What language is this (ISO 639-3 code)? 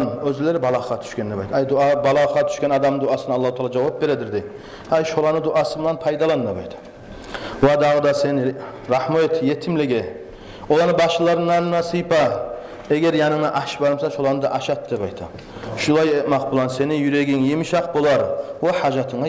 kum